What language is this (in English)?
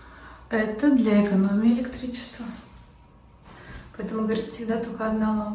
Russian